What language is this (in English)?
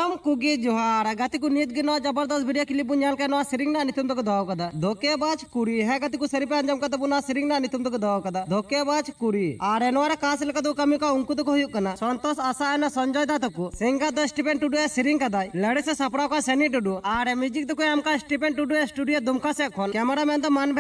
Santali